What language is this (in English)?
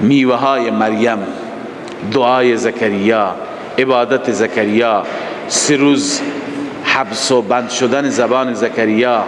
Persian